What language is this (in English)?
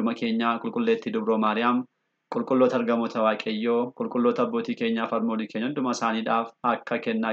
Oromo